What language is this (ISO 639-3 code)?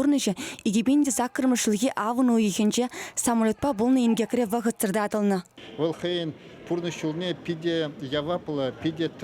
chv